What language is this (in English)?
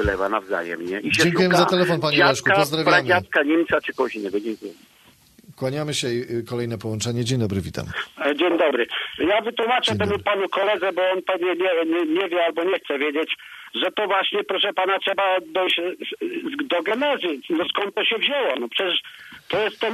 Polish